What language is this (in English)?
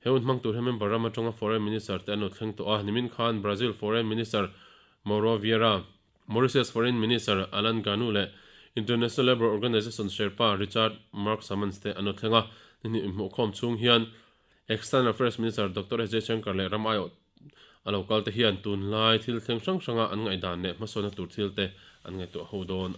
Mizo